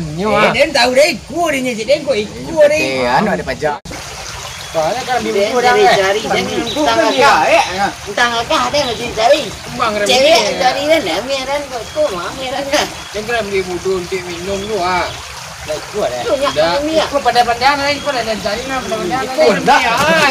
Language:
Minangkabau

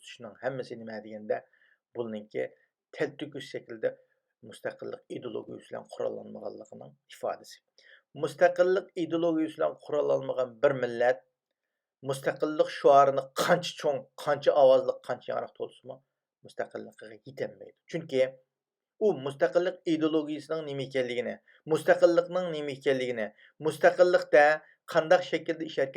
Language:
Uyghur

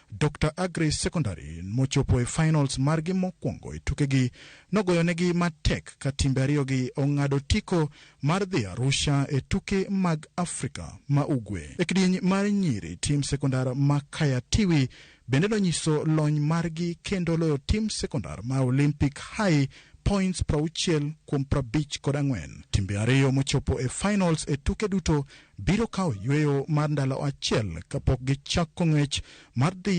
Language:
Luo (Kenya and Tanzania)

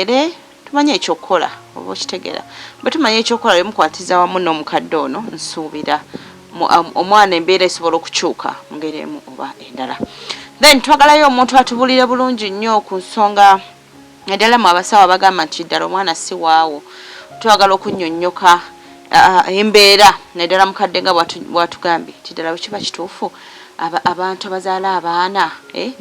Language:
Ganda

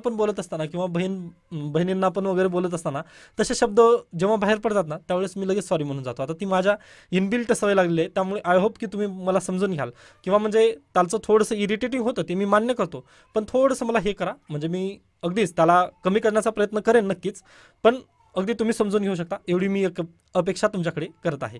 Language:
Marathi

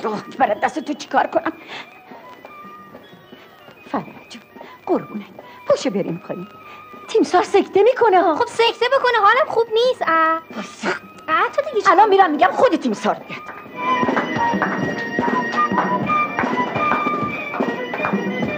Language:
Persian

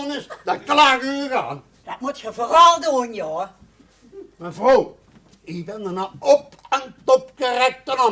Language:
Limburgish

